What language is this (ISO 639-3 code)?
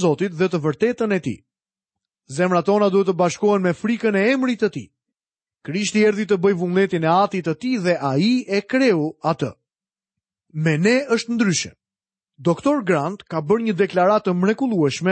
sqi